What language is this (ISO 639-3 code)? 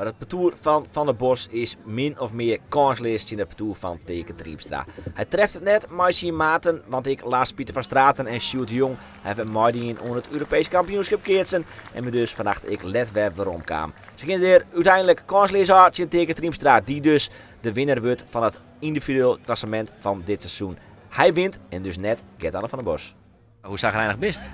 fry